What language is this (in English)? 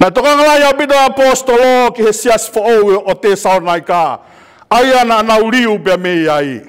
Tongan